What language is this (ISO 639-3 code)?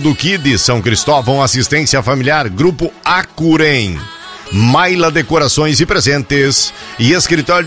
por